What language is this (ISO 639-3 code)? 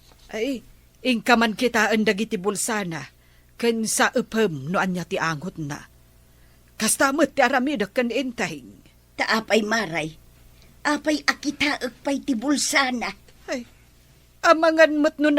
ilo